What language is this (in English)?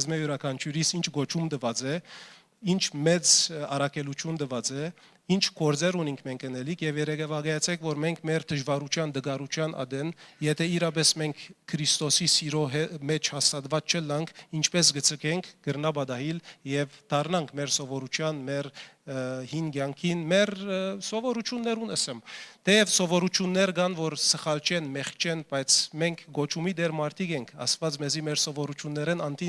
Western Armenian